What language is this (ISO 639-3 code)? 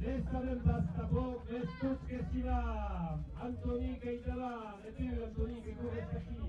oci